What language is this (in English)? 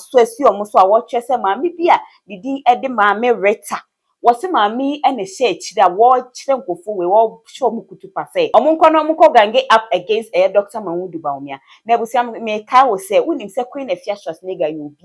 Akan